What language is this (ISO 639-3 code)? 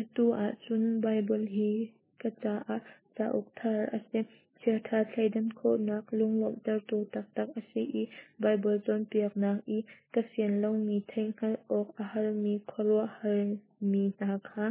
cnh